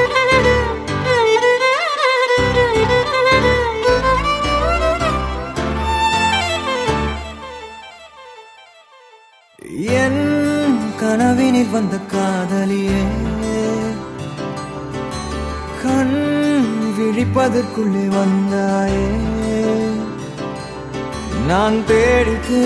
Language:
Tamil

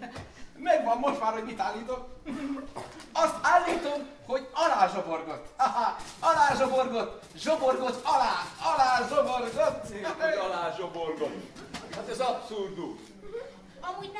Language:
Hungarian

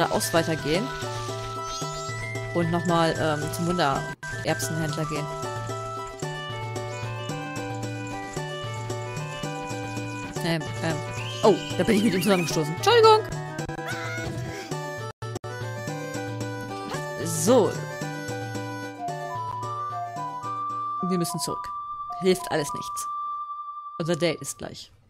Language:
German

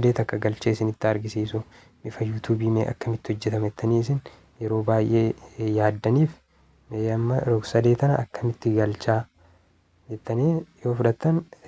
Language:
Oromo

